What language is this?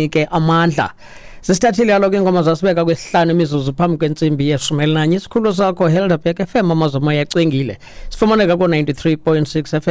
Xhosa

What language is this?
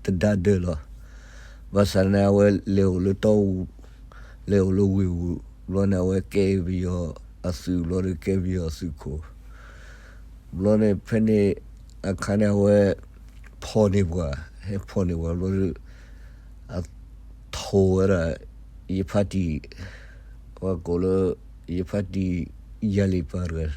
S'gaw Karen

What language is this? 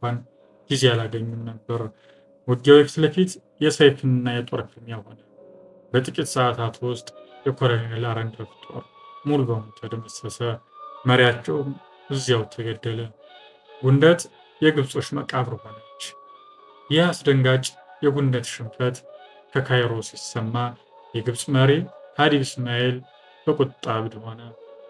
Amharic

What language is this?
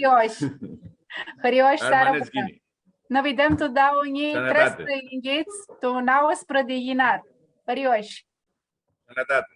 Aromanian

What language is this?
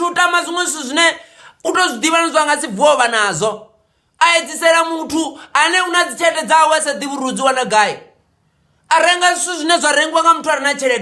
Venda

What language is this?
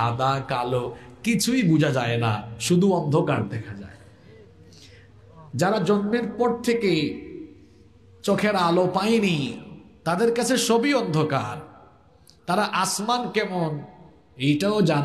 Bangla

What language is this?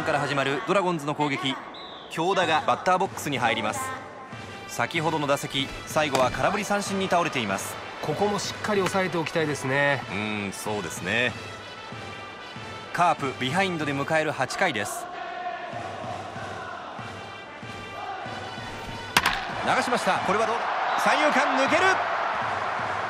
Japanese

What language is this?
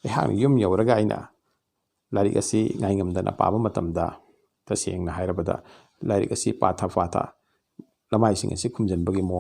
Manipuri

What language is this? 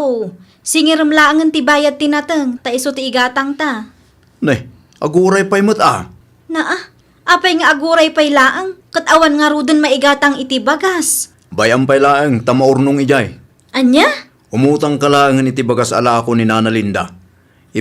Iloko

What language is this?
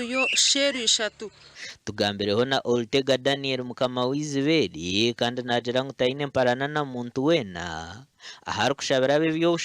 Nyankole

